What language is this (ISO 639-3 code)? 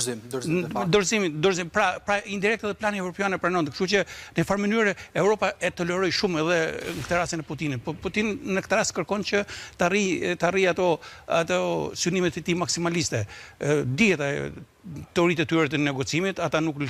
sqi